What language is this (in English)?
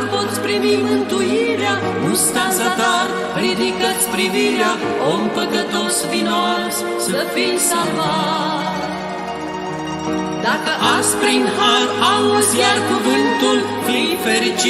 Romanian